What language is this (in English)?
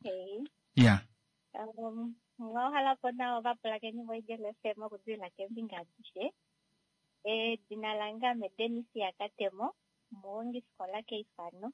Kuanyama